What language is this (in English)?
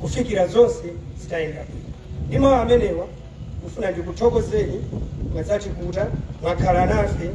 Nyanja